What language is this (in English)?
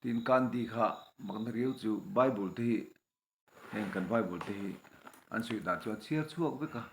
Mizo